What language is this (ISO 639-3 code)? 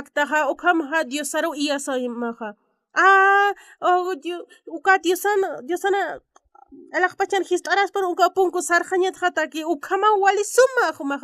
aym